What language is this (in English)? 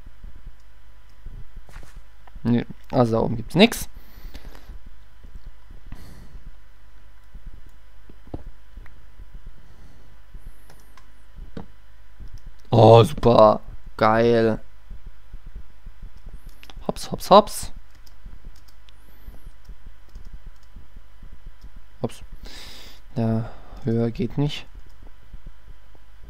German